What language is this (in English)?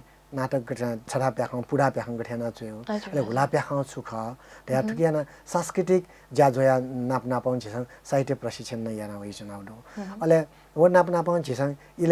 Newari